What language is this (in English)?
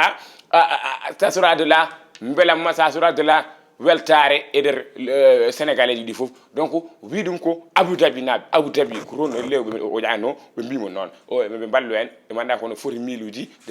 Fula